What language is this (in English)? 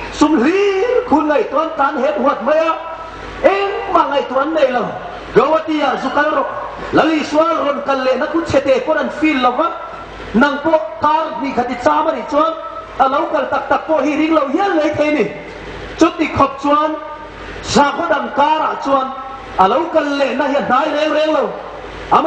Hmar